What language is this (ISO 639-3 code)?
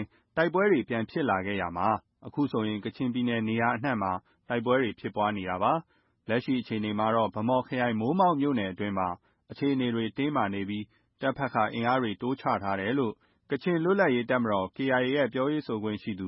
mya